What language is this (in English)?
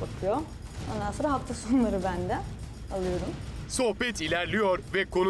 Turkish